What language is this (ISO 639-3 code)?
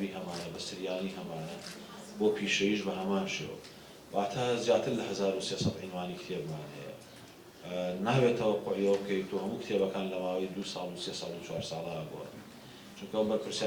ckb